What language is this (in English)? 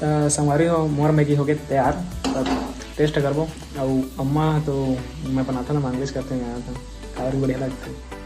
Chhattisgarhi